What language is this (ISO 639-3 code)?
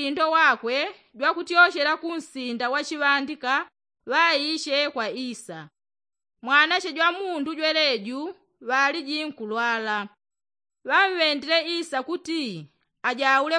yao